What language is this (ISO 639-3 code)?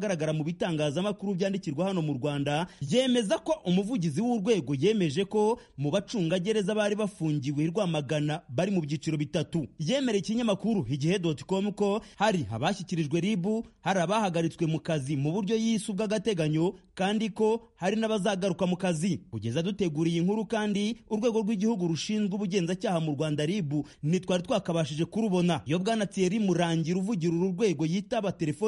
kin